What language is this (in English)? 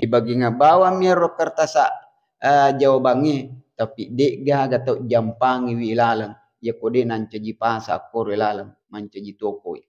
Buginese